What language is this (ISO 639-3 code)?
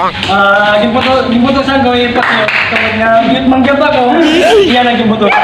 war